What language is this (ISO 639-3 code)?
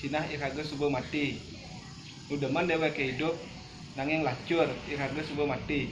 ban